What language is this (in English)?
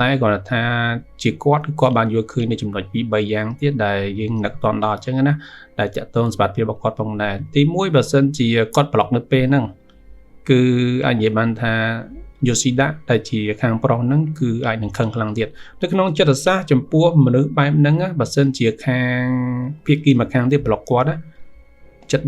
Khmer